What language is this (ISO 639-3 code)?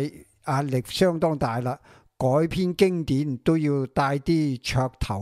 yue